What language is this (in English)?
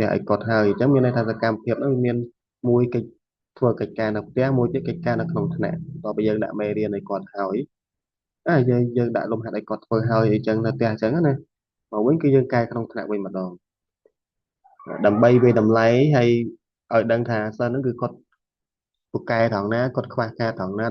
Khmer